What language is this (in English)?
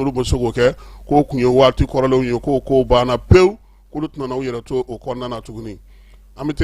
Bambara